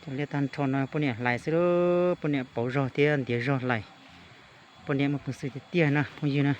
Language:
Hmong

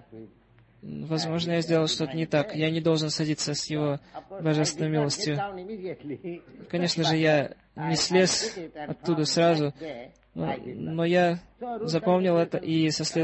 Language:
Russian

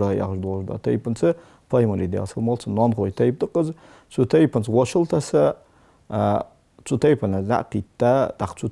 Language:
Ingush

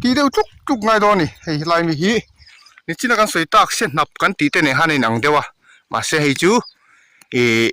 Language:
Mizo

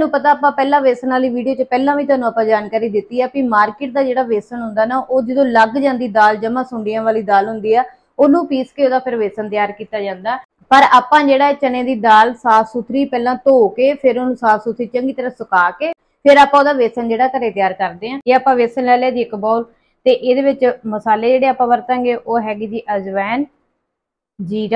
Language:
Punjabi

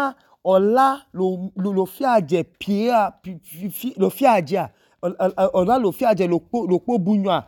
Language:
Idoma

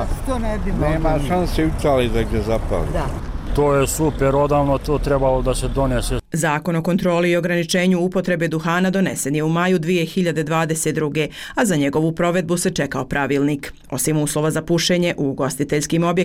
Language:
Bosnian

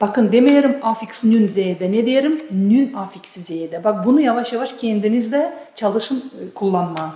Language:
Gagauz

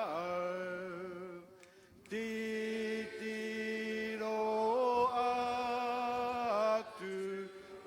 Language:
Māori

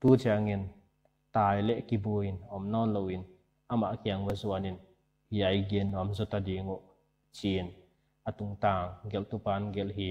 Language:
Paite Chin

